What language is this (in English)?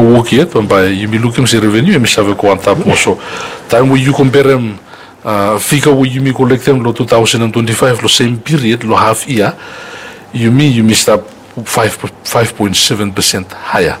Bislama